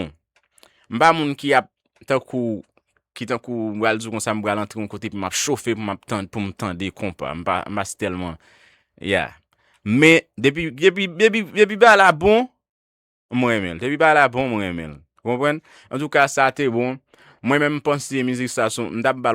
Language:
Haitian Creole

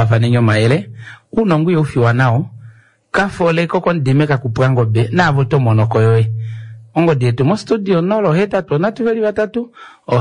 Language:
Kuanyama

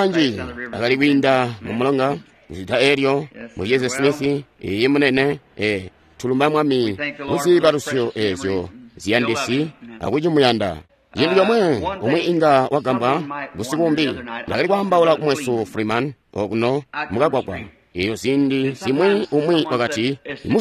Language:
Tonga (Zambia)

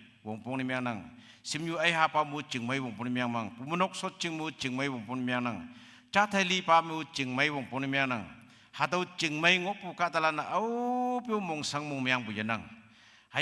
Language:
Konyak Naga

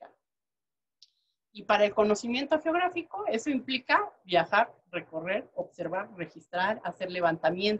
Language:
Spanish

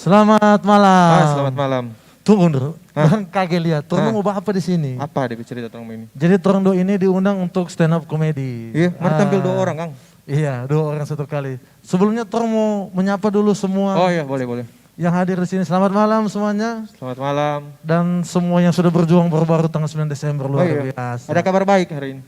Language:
Manado Malay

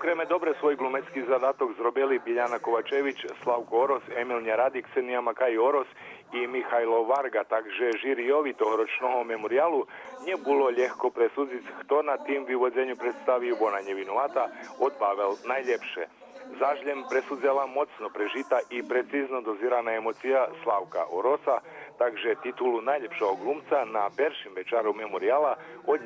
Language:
Rusyn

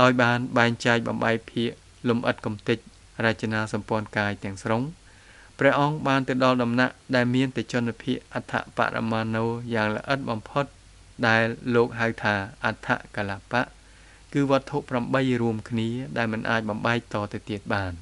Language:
Khmer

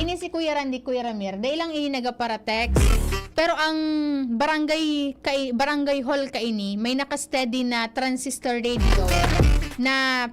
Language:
Bikol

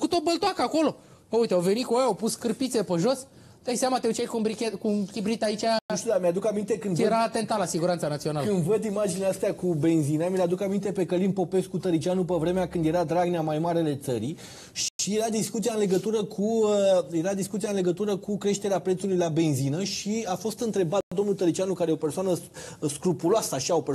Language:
Romanian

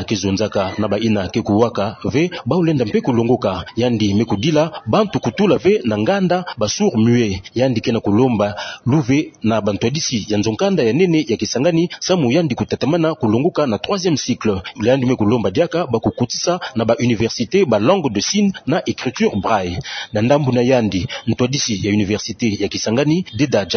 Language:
Kituba (Democratic Republic of Congo)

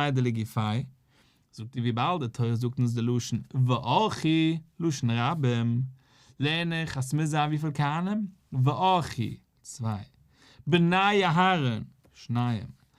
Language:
Yiddish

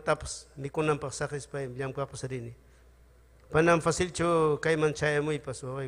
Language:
Ayacucho Quechua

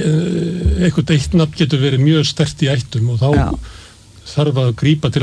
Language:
Icelandic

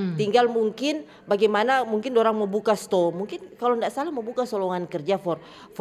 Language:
Manado Malay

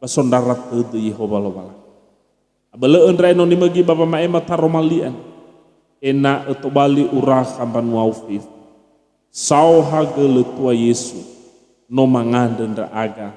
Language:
Nias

